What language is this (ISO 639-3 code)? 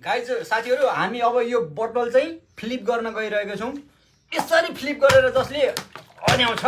nep